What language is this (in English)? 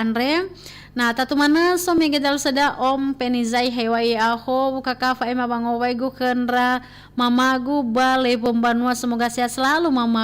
Nias